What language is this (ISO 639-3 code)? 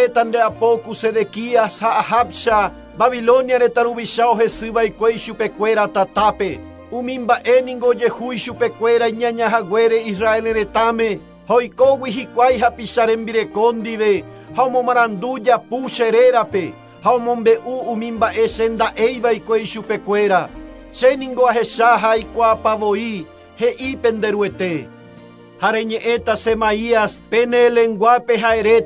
grn